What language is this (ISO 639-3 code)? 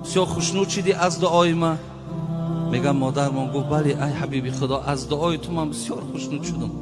tgk